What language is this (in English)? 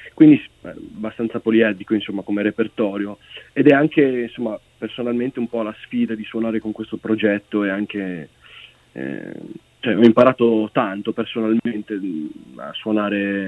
Italian